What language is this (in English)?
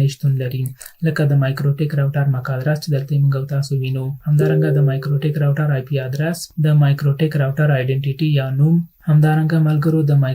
Pashto